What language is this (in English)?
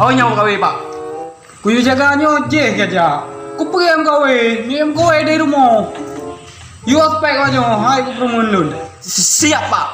Achinese